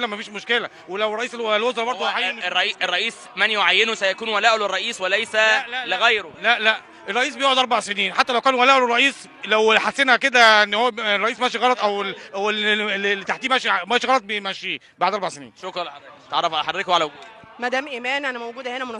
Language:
Egyptian Arabic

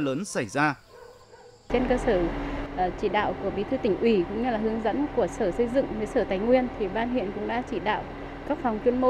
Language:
Vietnamese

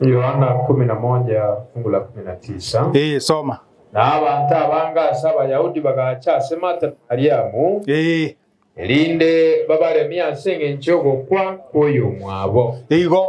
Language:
Gusii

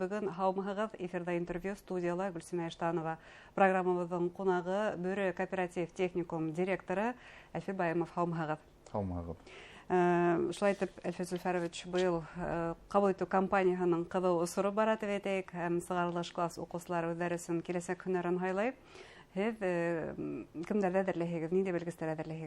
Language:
Bashkir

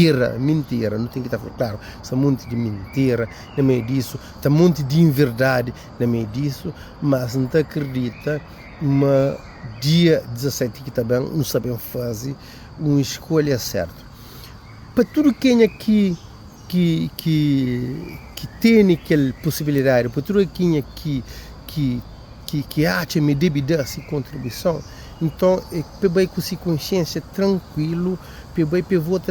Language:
Kabuverdianu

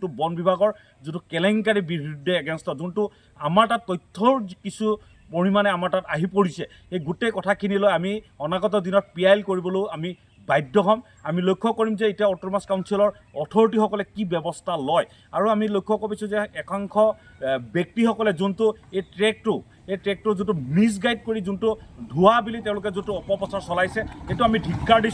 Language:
Assamese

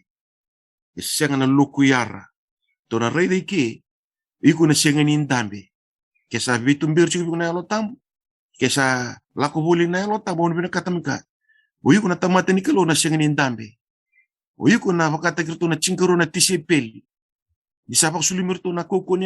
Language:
Fijian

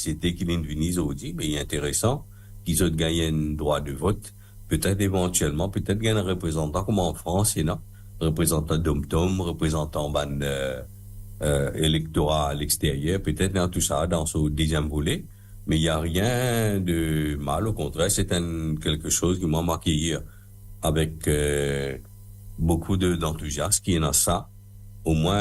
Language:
Morisyen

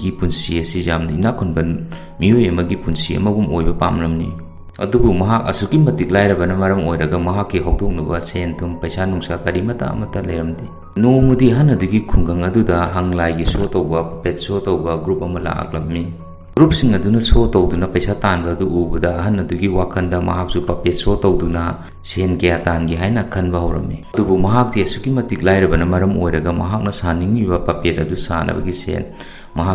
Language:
Manipuri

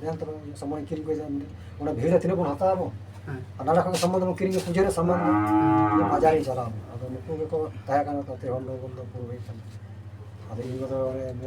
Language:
Santali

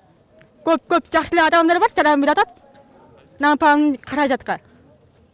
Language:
Kyrgyz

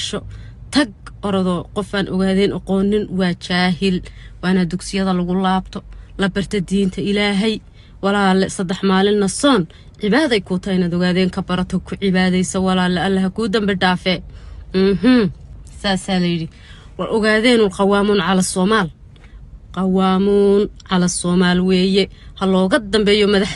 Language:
Somali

